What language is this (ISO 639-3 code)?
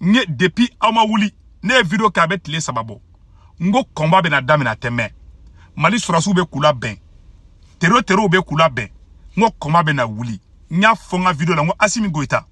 bam